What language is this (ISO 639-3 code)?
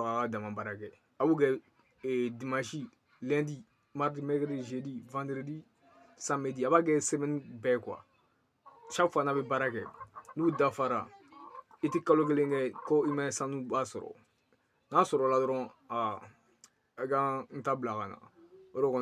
bam